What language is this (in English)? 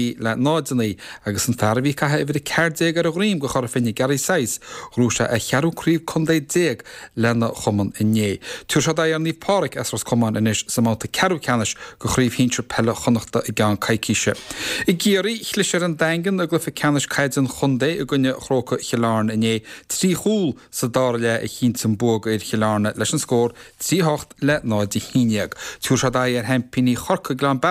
Irish